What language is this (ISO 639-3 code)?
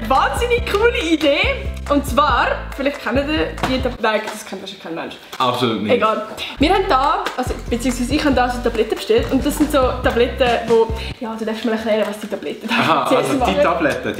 gsw